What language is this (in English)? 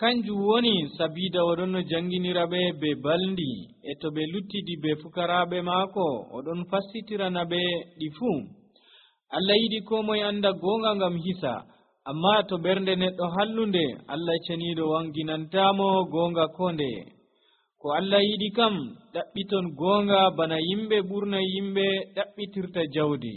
Nigerian Fulfulde